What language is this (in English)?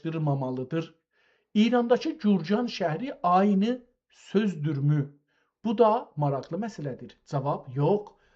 South Azerbaijani